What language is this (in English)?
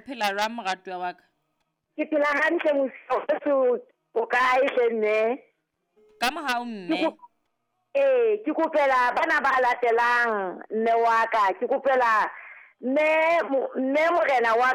Southern Sotho